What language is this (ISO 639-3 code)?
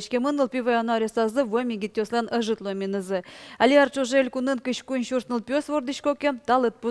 udm